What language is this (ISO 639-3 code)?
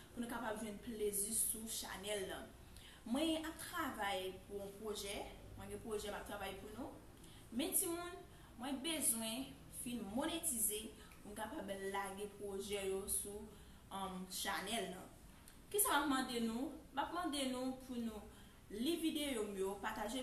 hat